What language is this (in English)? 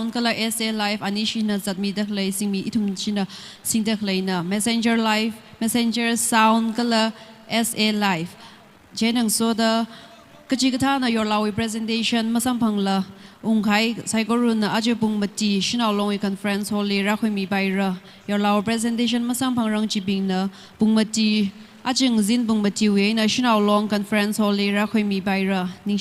Tangkhul Naga (India)